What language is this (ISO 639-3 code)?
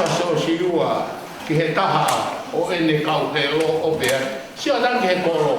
ton